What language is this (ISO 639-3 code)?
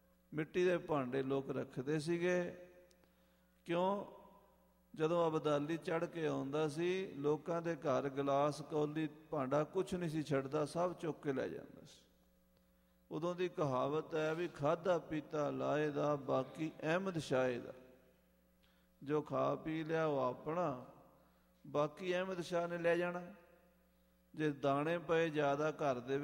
pan